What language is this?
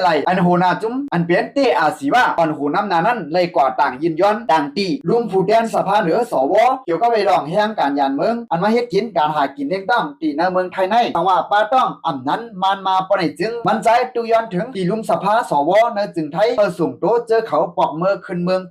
Shan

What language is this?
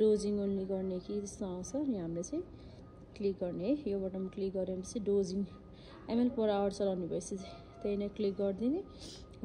Nepali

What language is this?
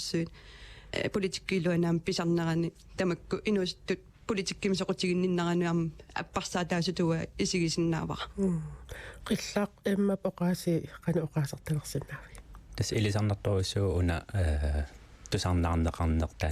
Kalaallisut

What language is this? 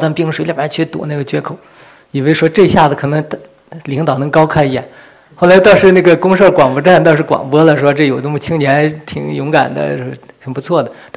Chinese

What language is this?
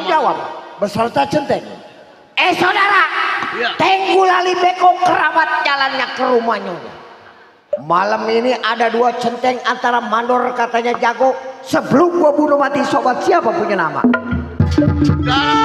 Betawi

